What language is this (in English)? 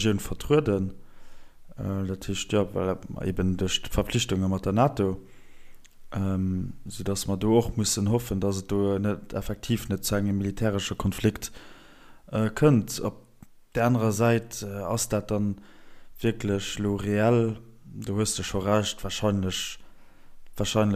Luxembourgish